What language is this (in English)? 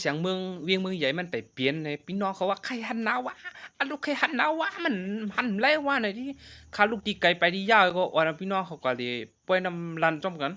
Shan